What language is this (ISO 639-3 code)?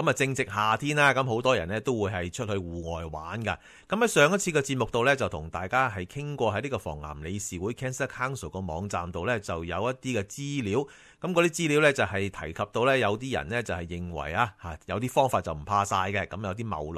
yue